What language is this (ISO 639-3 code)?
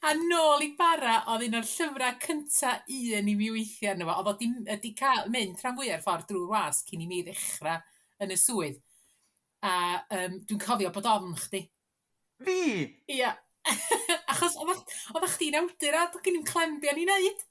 cym